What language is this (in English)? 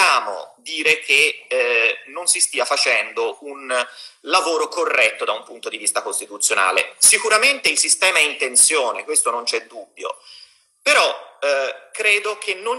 Italian